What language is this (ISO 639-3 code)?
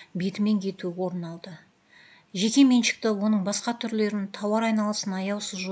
kaz